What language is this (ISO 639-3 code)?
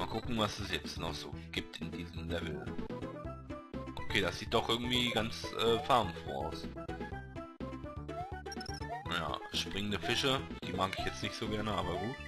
deu